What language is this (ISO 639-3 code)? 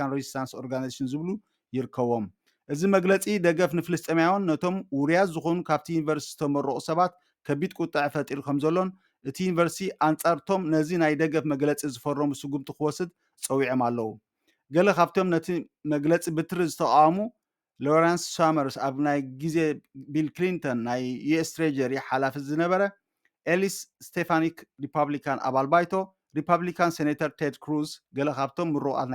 tir